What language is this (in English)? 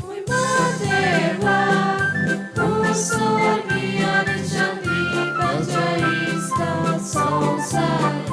Konkani